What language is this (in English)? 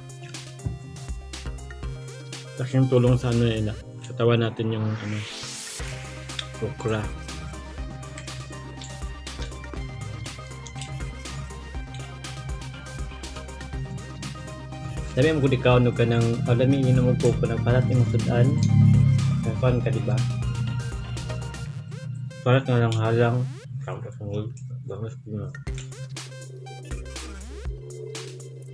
Filipino